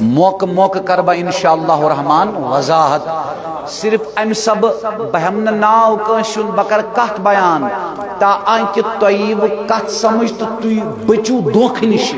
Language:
Kashmiri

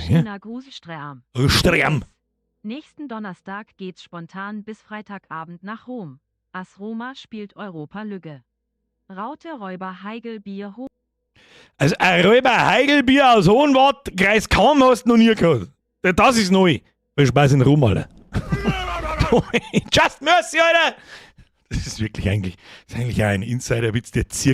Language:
Bavarian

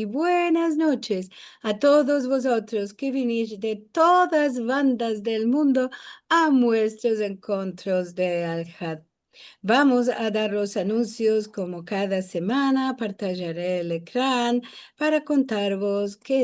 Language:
Ladino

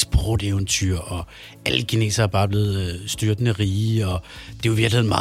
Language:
Danish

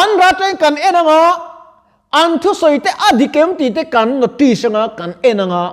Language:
Mizo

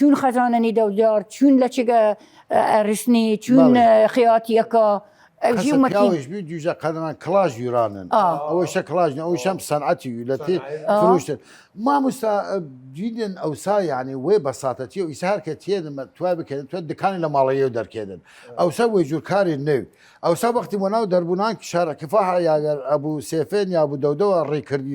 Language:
Southern Kurdish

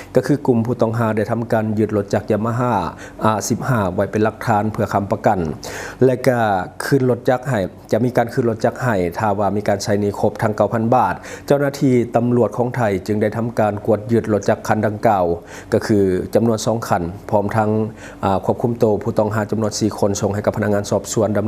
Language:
Lao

